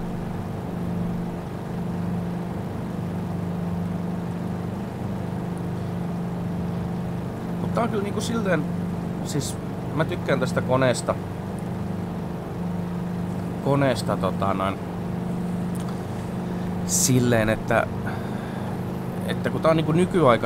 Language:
Finnish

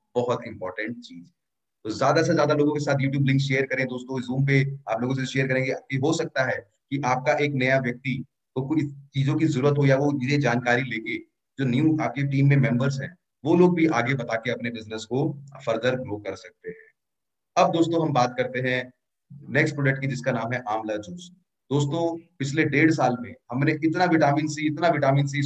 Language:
Hindi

